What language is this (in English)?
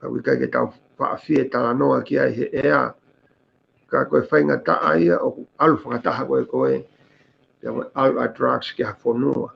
Tongan